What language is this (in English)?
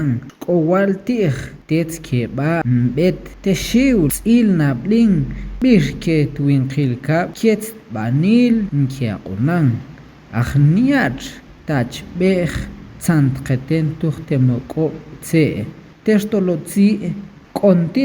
Tektiteko